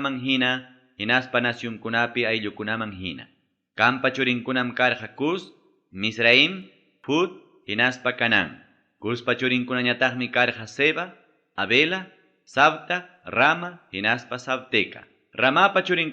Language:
Ayacucho Quechua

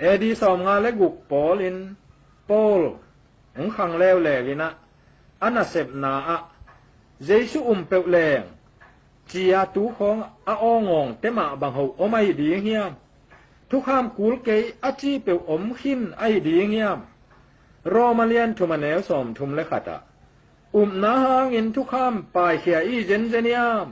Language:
Tedim Chin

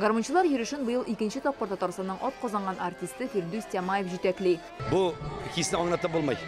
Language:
Tatar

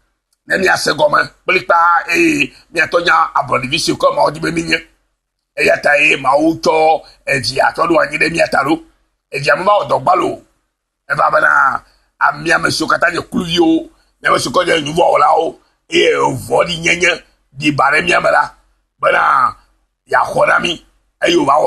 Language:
Ewe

